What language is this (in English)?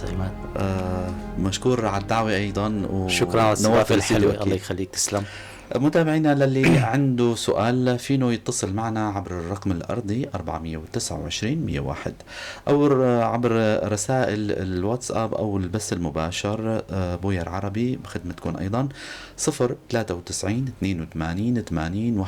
North Levantine Arabic